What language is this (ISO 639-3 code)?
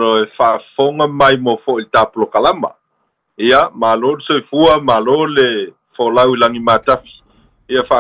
smo